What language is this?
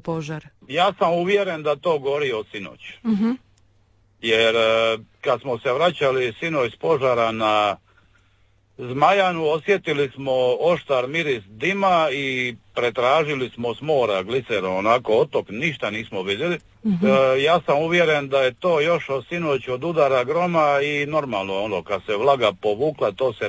Croatian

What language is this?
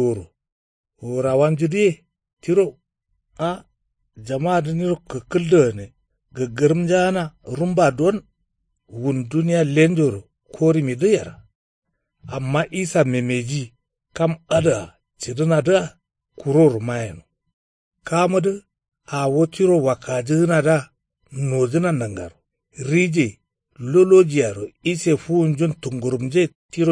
Kanuri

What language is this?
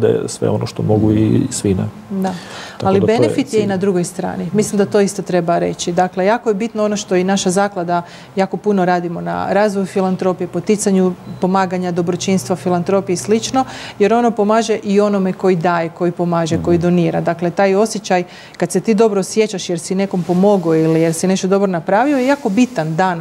Croatian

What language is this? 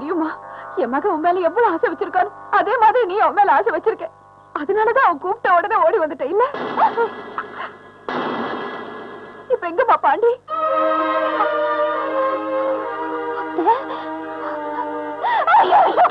Tamil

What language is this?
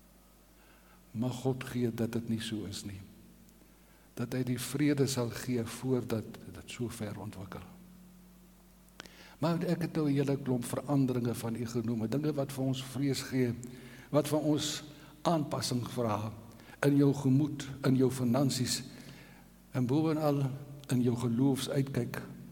Afrikaans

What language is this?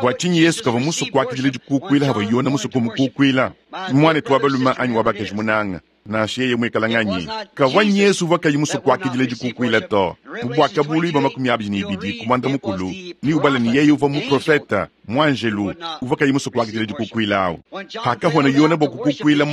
Luba-Lulua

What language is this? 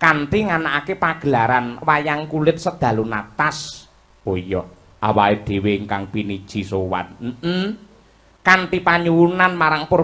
Javanese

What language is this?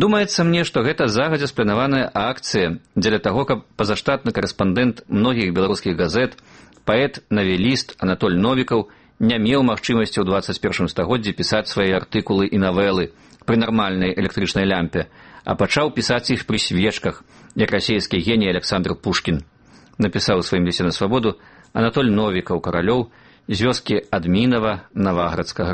Belarusian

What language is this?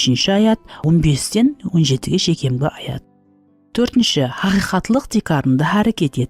Kara-Kalpak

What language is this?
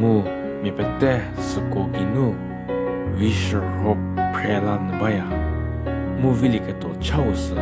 Angami Naga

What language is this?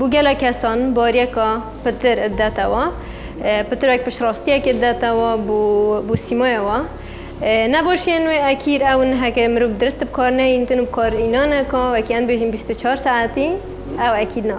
Kurdish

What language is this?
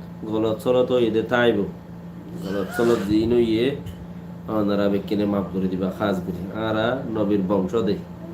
Rohingya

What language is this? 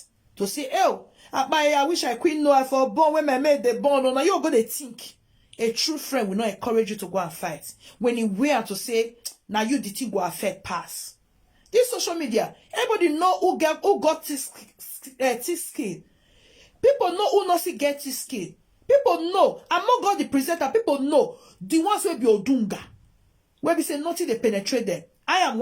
Nigerian Pidgin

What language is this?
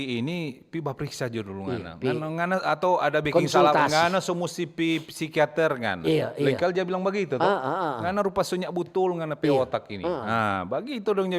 Manado Malay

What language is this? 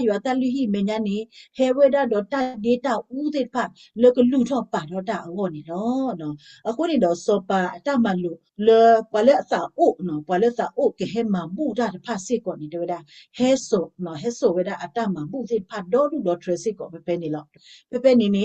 S'gaw Karen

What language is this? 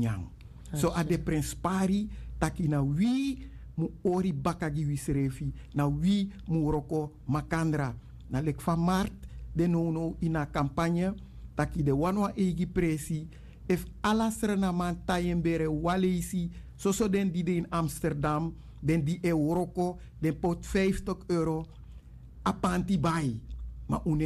Sranan Tongo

